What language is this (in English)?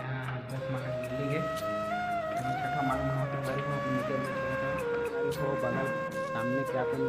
Chhattisgarhi